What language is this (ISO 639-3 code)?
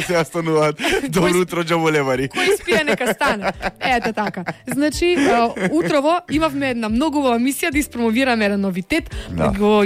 mkd